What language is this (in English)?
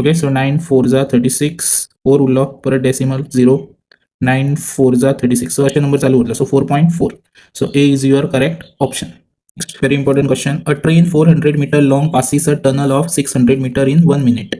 Konkani